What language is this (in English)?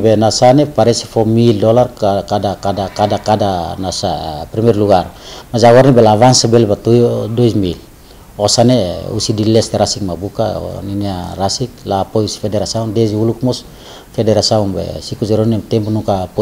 Tetum